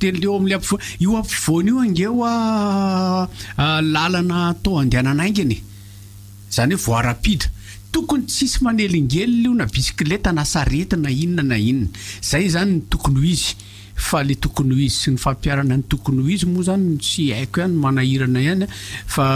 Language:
Malagasy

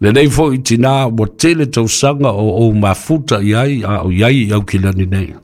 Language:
Samoan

